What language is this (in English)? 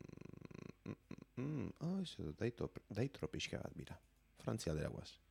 Basque